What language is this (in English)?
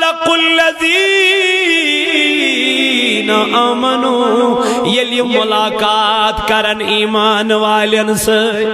Kashmiri